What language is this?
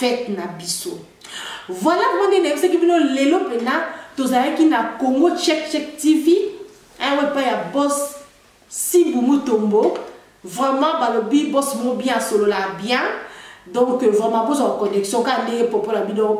Lingala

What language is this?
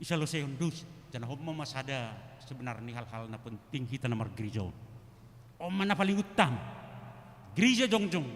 Batak Simalungun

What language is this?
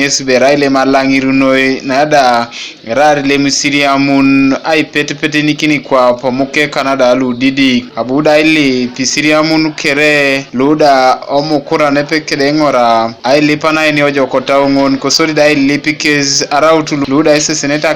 Teso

